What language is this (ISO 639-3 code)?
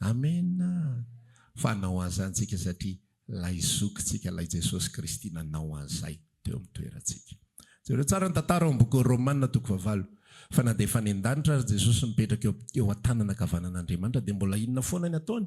mlg